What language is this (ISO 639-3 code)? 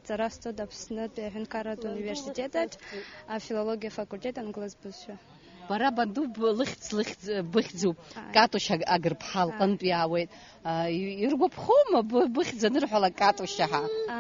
abk